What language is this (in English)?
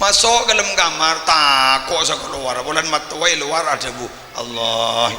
Madurese